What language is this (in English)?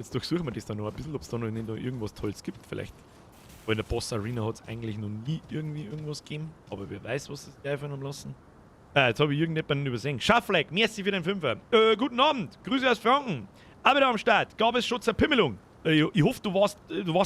Bavarian